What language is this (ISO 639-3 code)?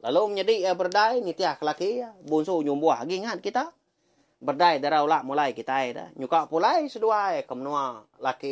iba